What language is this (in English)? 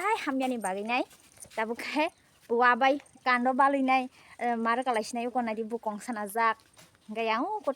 Kok Borok